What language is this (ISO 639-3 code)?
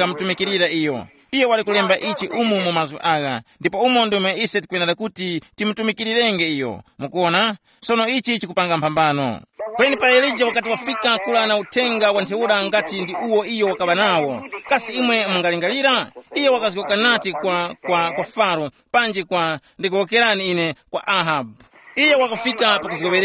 tum